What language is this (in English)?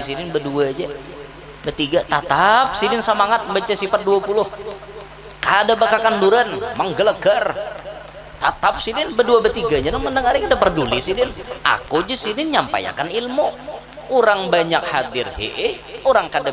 Banjar